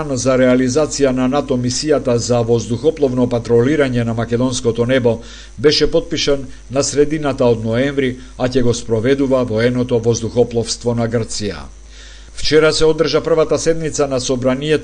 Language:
Macedonian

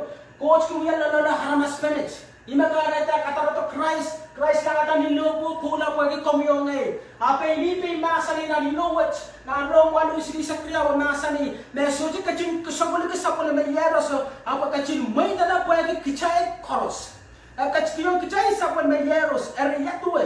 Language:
Pohnpeian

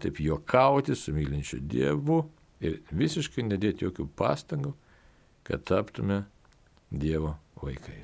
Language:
Lithuanian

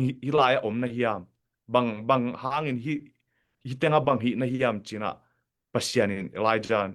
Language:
Tedim Chin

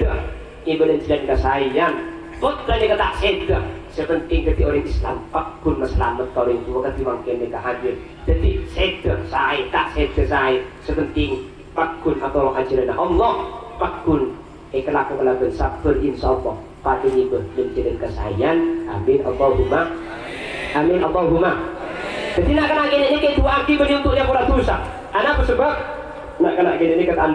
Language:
Madurese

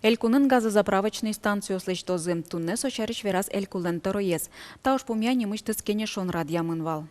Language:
Udmurt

